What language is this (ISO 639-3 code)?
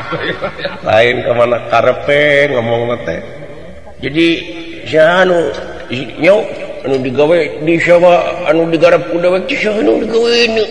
sun